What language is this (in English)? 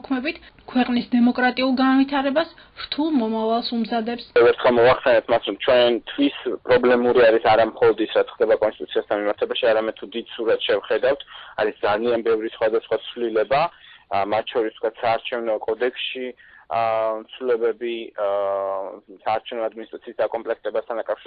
Georgian